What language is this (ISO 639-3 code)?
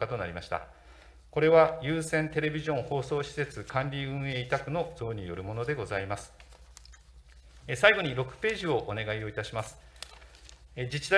jpn